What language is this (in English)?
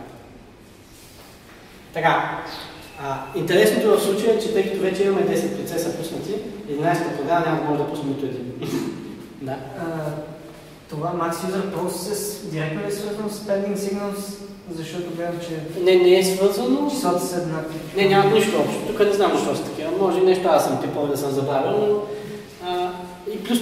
Bulgarian